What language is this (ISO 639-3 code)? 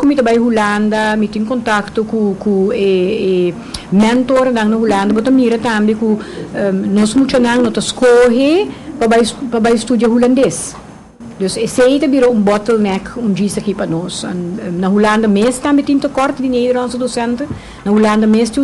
pap